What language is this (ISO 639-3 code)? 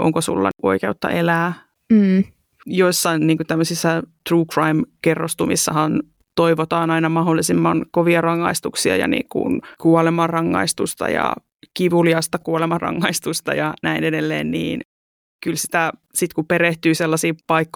fin